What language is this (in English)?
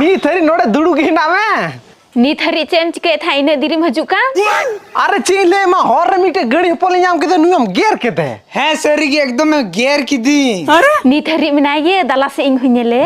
Santali